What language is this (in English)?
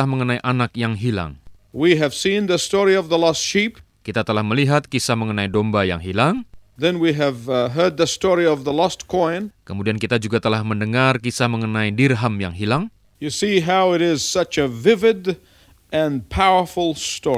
Indonesian